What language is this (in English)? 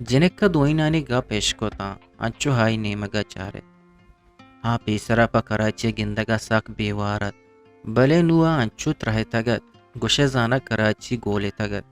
Eastern Balochi